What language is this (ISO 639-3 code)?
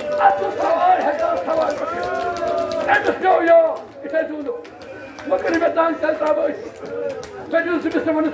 kas